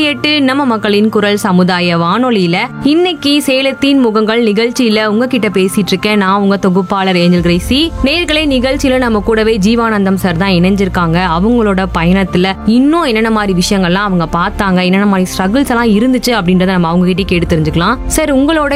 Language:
Tamil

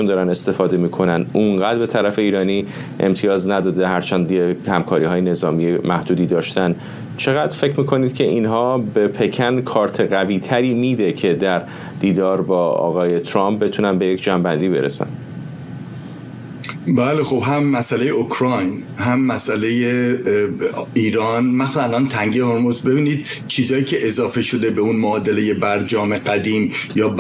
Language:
Persian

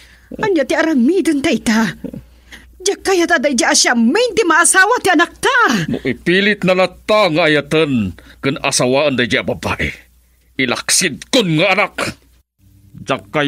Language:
Iloko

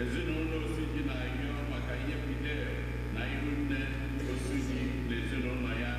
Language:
Igbo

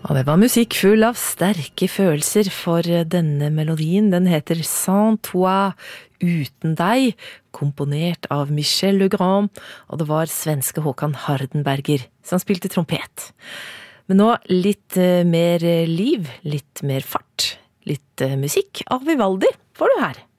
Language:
Norwegian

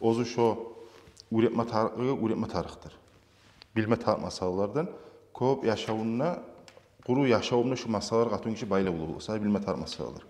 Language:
Kumyk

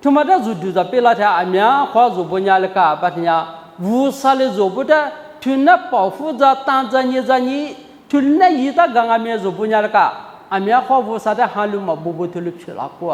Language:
Lisu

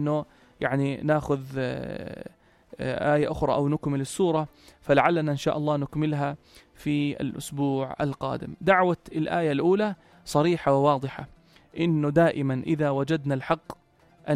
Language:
North Levantine Arabic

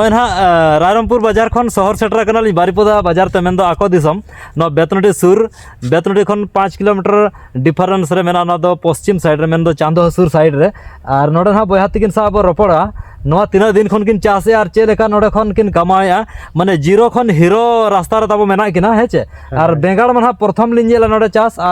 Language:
Santali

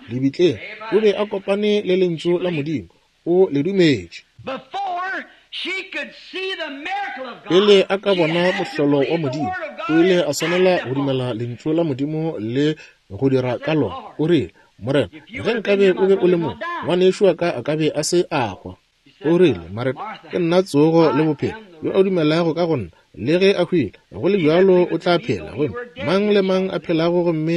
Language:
Northern Sotho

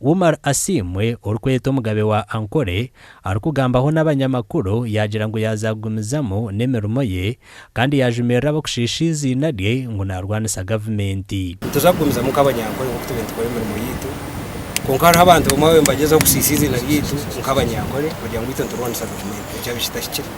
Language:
Nyankole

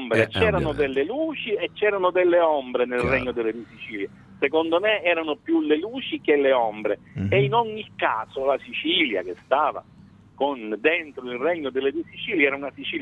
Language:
Italian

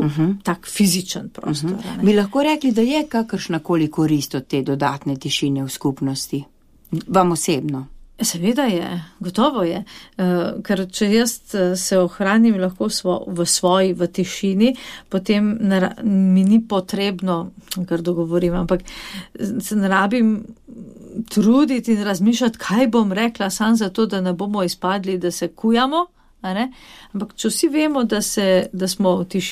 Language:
Slovenian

